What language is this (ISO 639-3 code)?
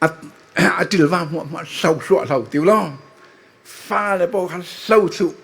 cfm